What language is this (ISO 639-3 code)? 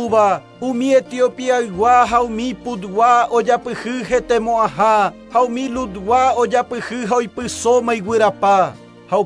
grn